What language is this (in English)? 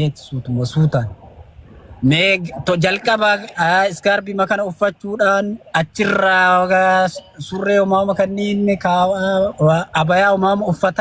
Oromo